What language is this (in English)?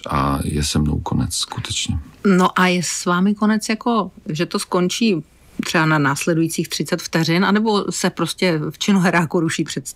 Czech